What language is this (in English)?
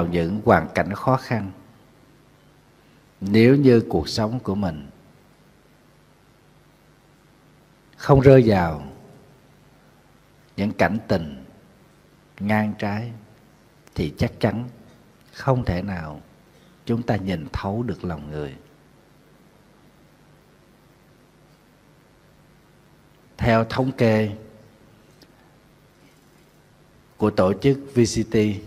Vietnamese